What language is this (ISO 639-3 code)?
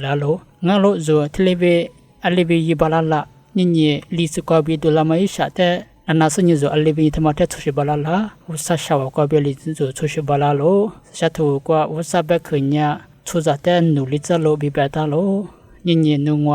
lis